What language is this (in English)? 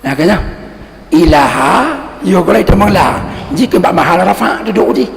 Achinese